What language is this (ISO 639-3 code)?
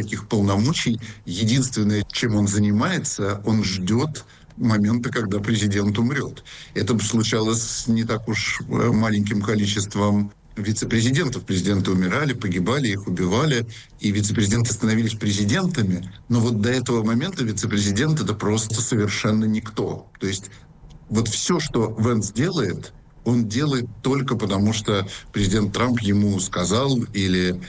rus